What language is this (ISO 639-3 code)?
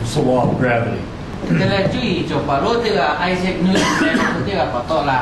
lhu